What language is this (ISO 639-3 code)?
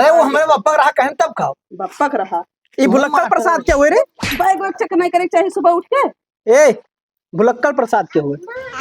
awa